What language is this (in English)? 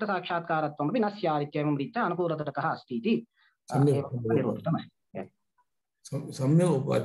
Sanskrit